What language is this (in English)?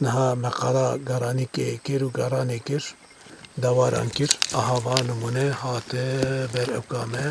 Kurdish